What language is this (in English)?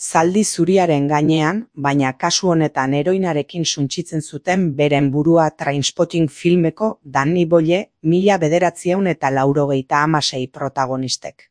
Basque